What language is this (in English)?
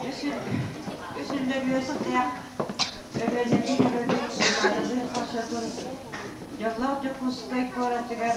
Yakut